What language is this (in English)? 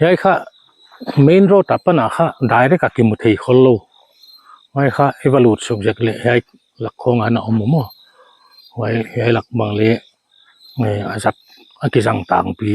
Paite Chin